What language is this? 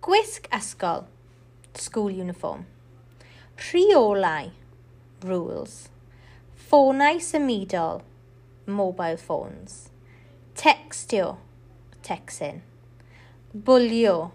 Welsh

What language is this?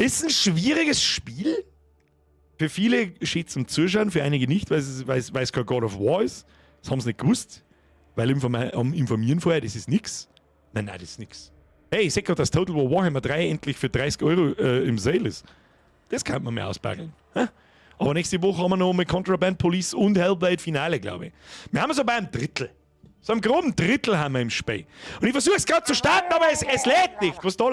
Bavarian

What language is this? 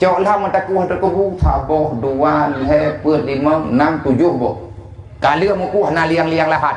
Achinese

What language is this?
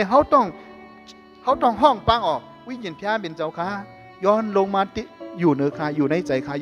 Shan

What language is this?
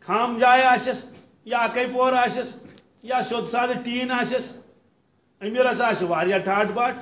Kashmiri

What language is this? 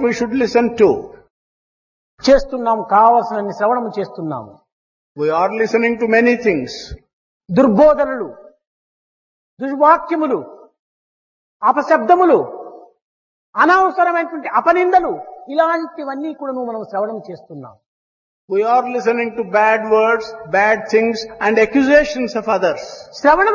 Telugu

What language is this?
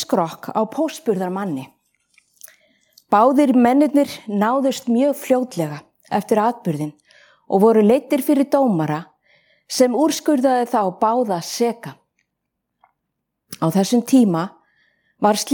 Icelandic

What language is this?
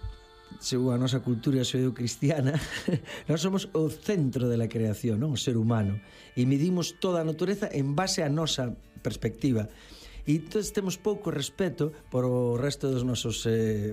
Galician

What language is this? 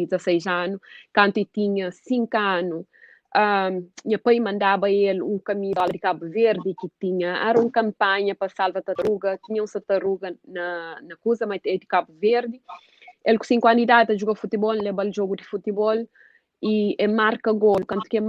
Kabuverdianu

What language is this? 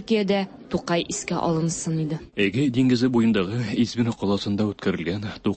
Tatar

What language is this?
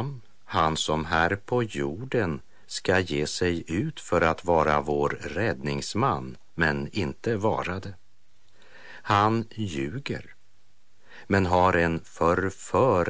Swedish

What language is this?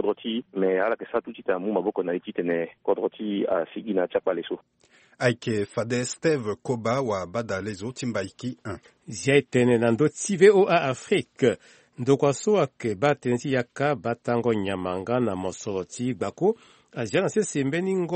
Sango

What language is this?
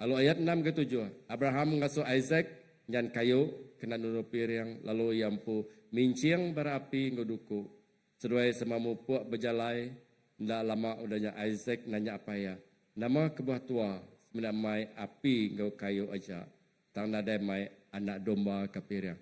Iban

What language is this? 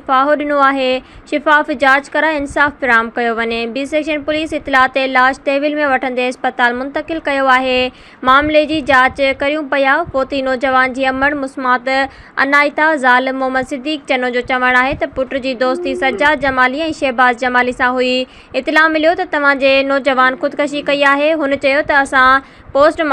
Sindhi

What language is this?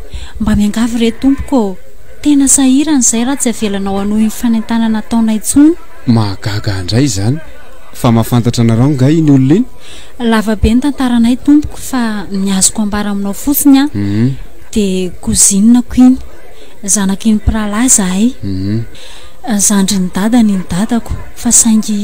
Malagasy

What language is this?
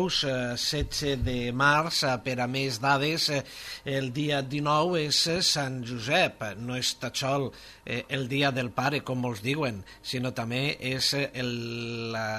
Catalan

